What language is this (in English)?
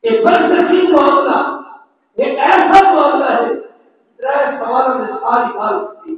Saraiki